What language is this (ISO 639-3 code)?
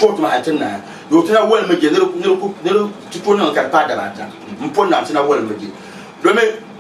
dag